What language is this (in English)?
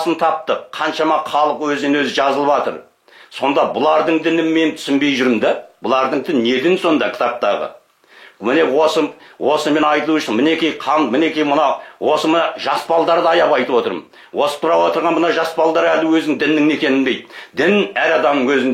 Kazakh